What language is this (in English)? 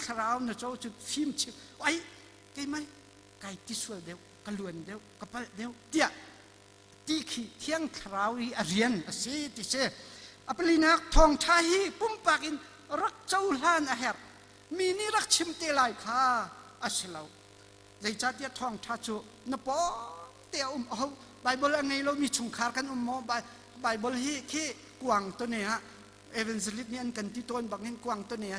Hakha Chin